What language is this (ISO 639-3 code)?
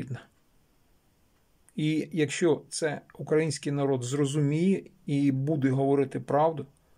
ukr